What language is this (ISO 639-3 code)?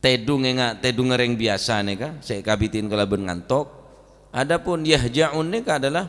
mad